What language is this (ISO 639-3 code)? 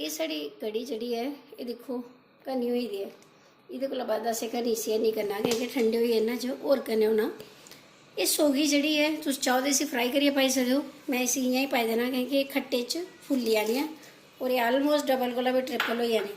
doi